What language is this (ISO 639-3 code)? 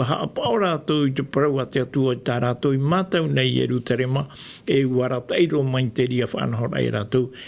tah